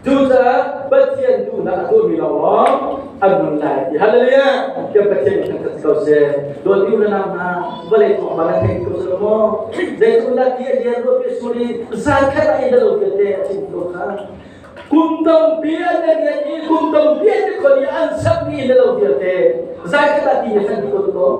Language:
Hakha Chin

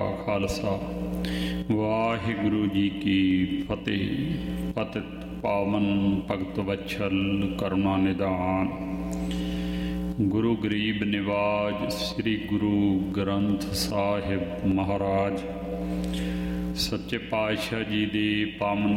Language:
Punjabi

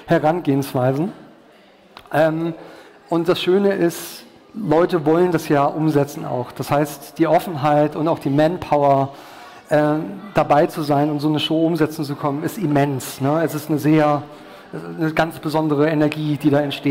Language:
German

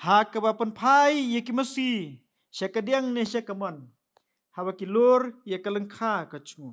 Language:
Khasi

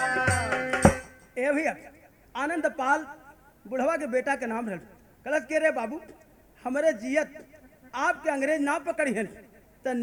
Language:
Bhojpuri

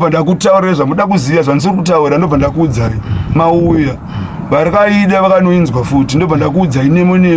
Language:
Shona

